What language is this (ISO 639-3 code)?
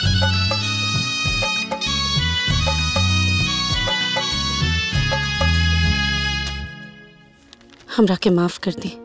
bho